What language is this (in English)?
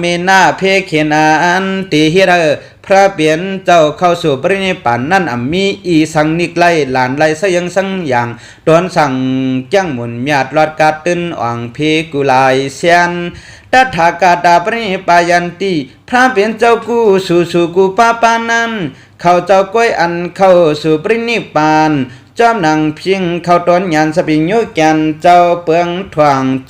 Shan